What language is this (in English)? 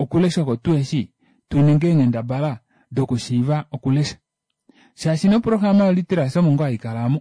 Kuanyama